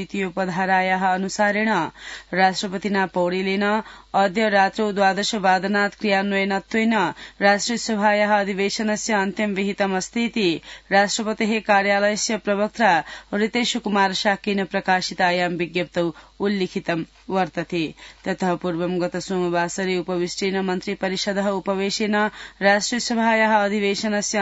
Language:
Sanskrit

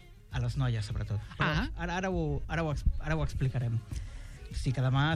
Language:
Catalan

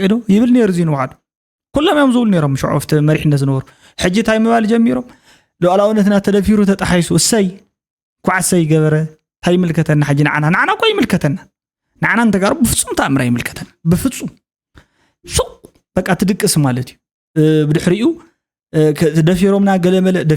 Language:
Tigrinya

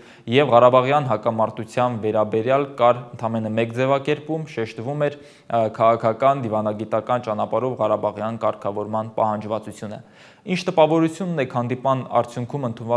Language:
Armenian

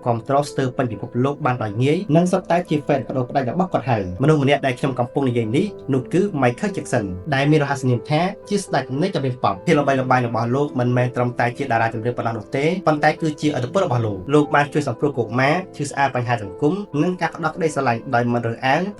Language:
Khmer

